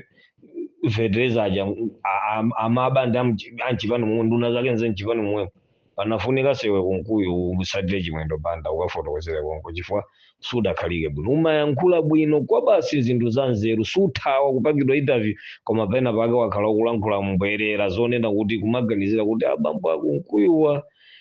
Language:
Nyanja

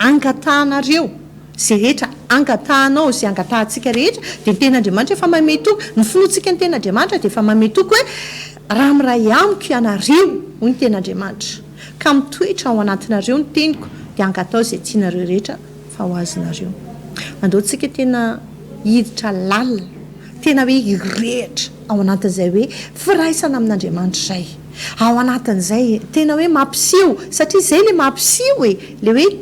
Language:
Malagasy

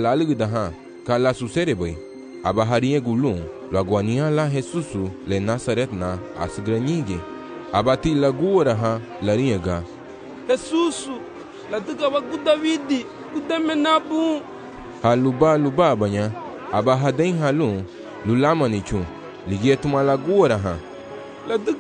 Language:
Garifuna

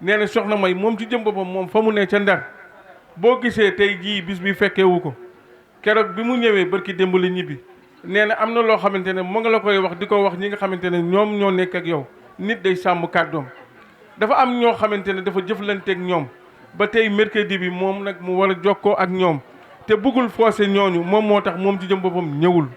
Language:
Wolof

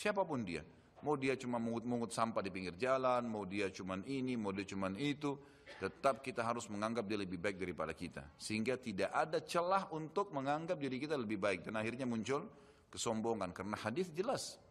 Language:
Indonesian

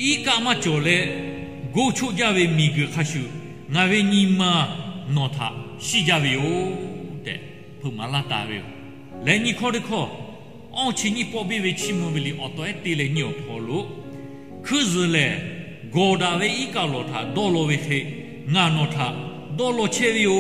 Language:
Lahu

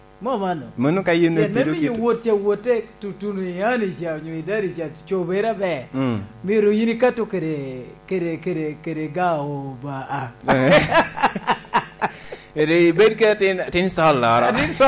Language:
Lango (Uganda)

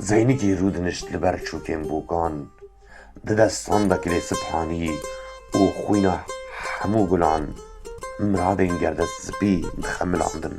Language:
Kurdish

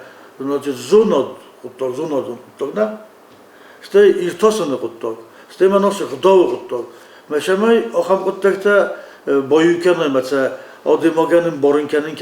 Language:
Ossetic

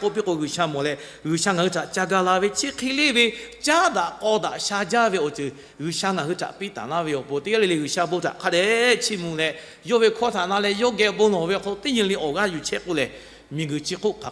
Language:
Lahu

